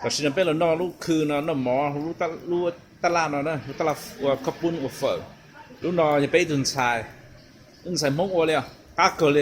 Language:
Hmong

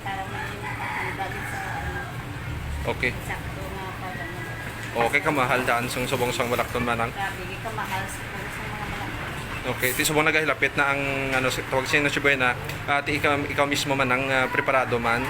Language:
Hiligaynon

